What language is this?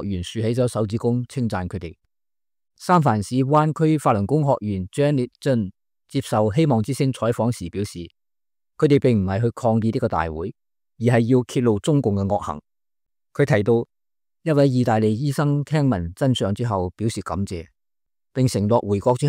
Cantonese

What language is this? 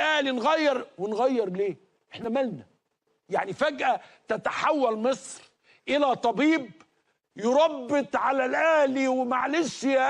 Egyptian Arabic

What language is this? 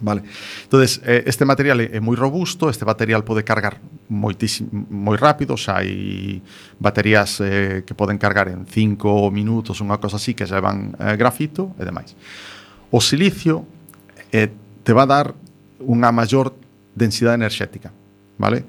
Galician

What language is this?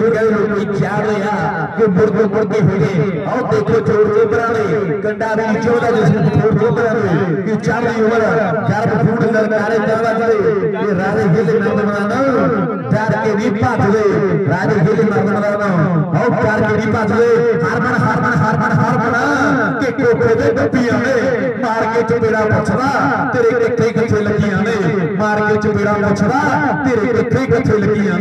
Punjabi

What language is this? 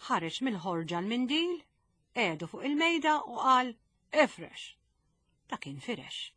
Maltese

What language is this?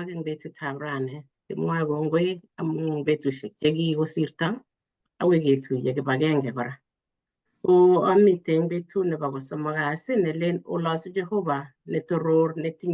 Kalenjin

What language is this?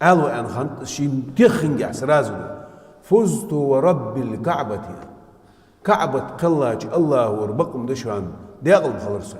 Chechen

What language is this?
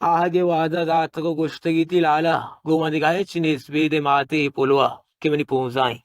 Baluchi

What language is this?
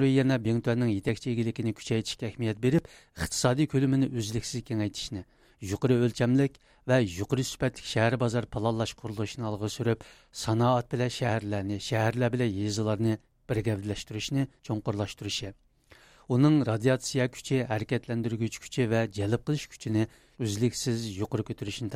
Uyghur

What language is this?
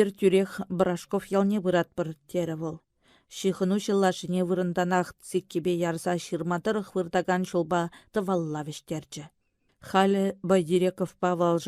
Chuvash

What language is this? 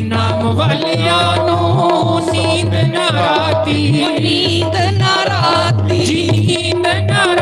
Dogri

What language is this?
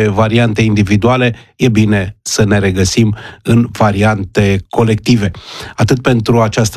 Romanian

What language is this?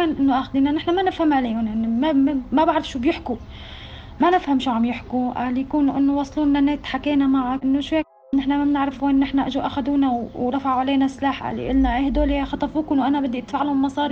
North Levantine Arabic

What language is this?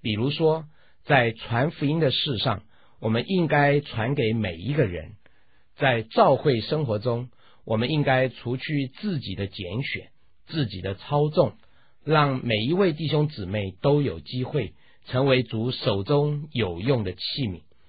Chinese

